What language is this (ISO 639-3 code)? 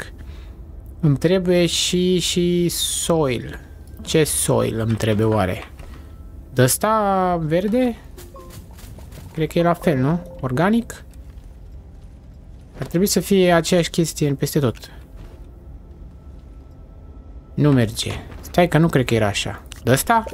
ron